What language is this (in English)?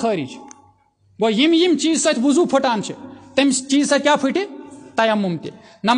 Kashmiri